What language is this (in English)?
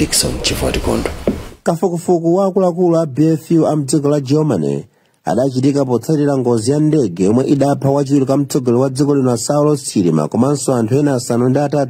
Nyanja